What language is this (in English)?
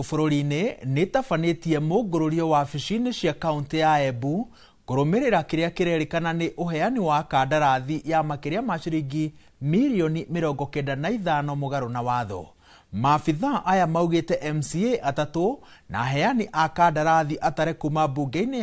Kikuyu